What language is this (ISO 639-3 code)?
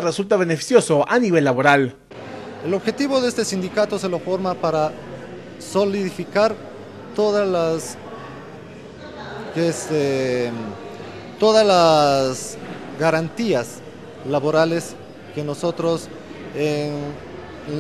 spa